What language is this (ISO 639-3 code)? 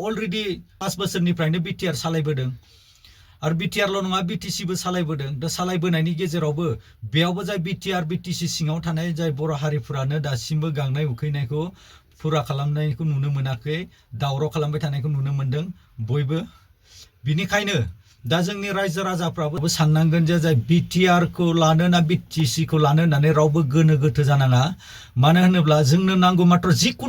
brx